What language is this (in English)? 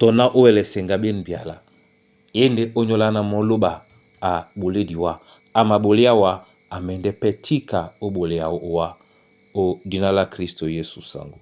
Duala